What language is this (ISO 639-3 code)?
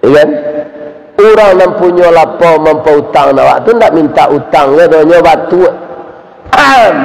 min